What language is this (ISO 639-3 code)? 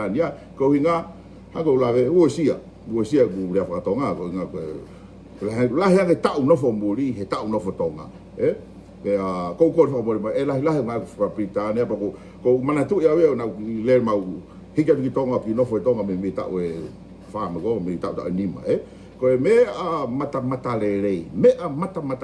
ton